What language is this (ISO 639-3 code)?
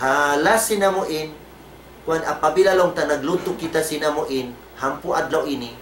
tsg